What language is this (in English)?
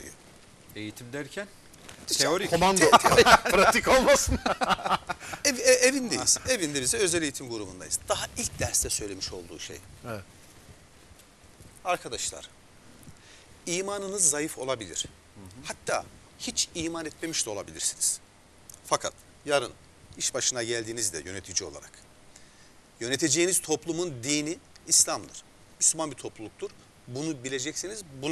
Turkish